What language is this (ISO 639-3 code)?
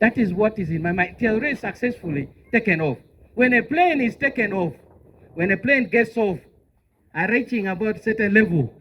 ach